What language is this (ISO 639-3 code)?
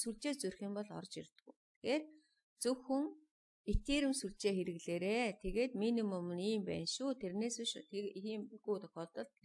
mon